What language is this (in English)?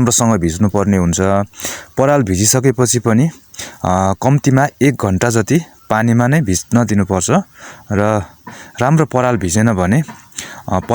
Nepali